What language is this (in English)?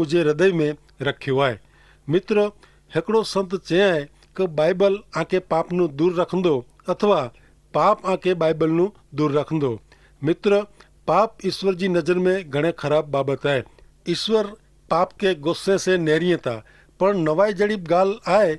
Kachhi